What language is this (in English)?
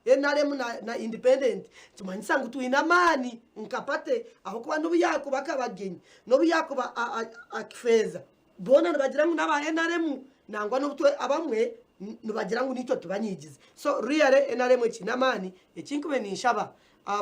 Nyankole